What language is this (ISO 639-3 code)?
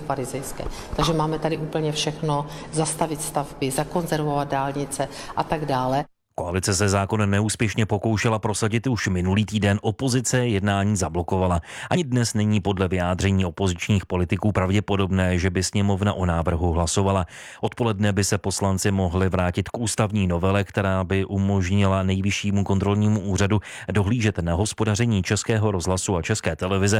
ces